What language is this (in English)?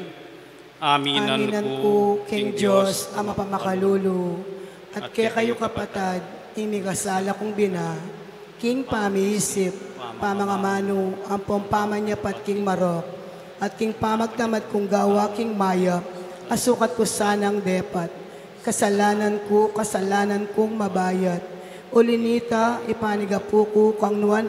Pampanga